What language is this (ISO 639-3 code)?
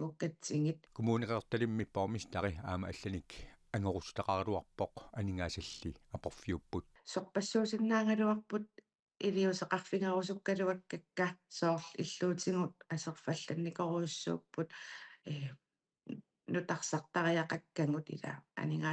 kal